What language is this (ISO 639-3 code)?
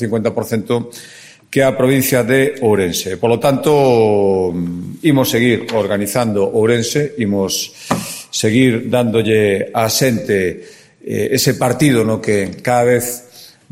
glg